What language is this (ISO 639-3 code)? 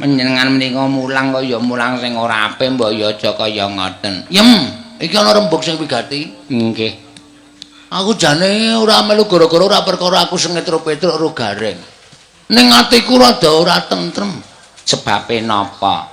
jav